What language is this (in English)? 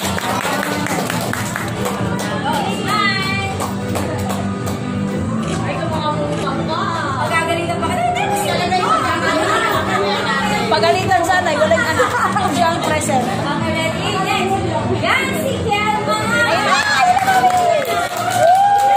Filipino